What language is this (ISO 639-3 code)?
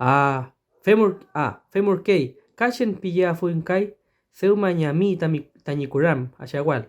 arn